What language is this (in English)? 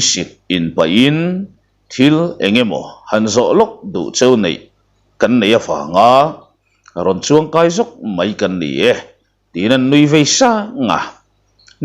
Mizo